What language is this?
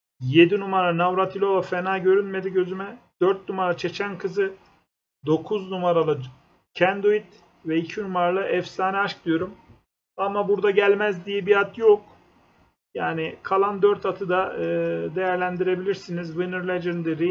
Turkish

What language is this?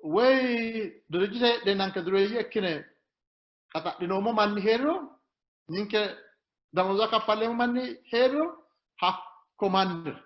Sidamo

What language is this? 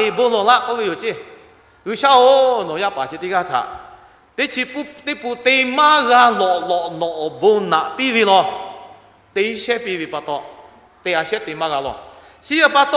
Lahu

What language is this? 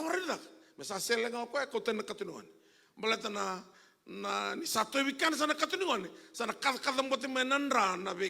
Fijian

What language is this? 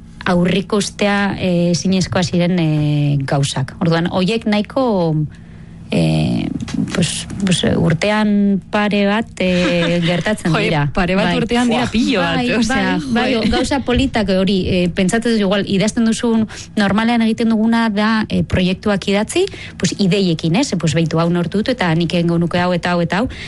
Basque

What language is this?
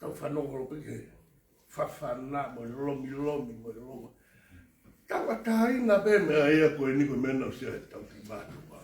Tongan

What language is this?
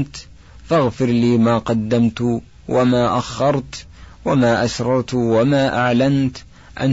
Arabic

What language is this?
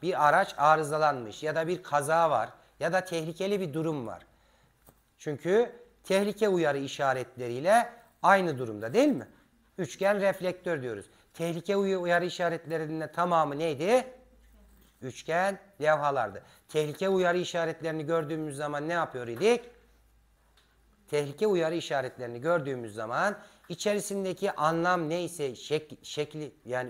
Turkish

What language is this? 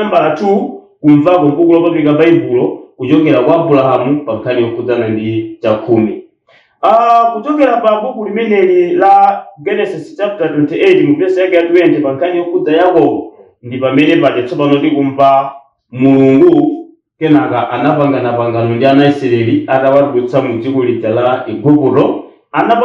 Nyanja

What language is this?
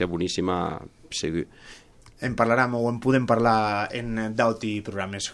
Catalan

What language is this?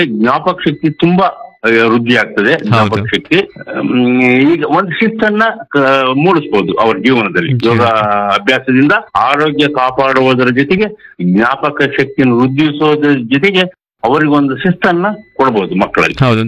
Kannada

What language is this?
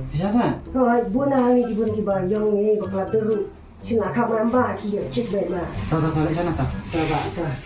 Khasi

